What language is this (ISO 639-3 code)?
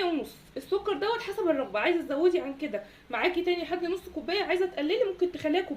arz